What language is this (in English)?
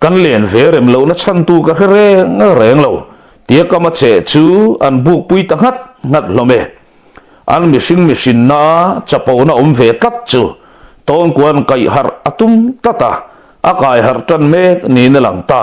Mizo